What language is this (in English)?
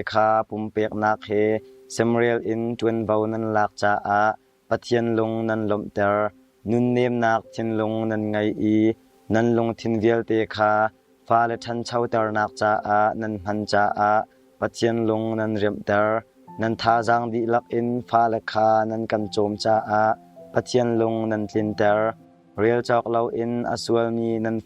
Hakha Chin